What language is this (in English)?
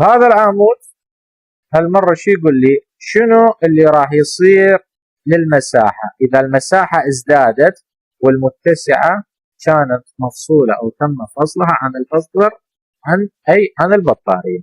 Mesopotamian Arabic